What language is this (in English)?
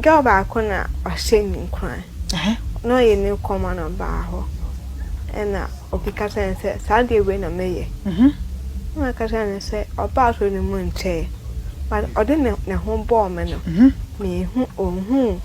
Akan